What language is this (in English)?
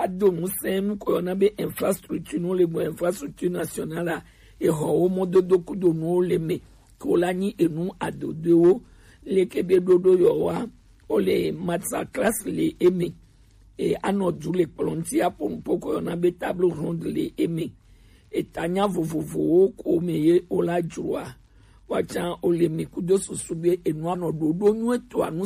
Gen